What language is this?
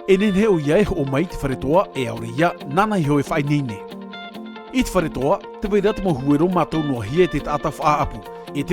Tahitian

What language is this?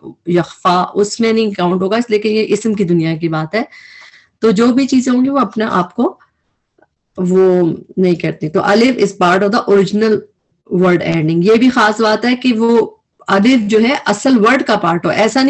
Urdu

